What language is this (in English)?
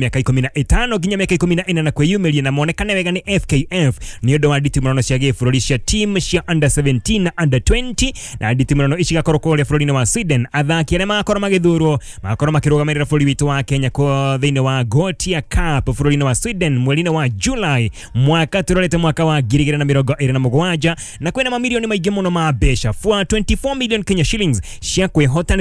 Kikuyu